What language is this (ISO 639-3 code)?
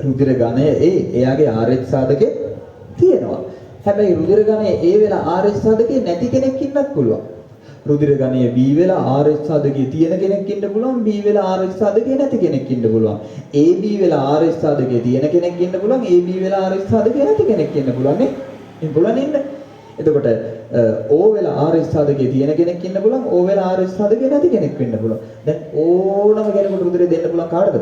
sin